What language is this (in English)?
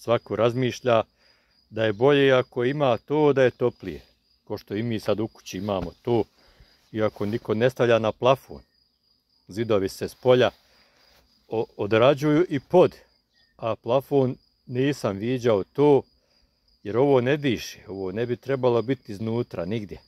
Bosnian